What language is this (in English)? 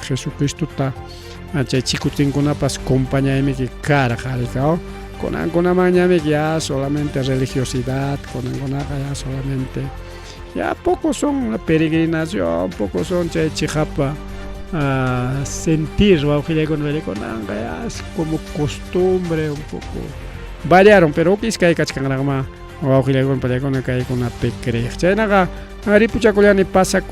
Ayacucho Quechua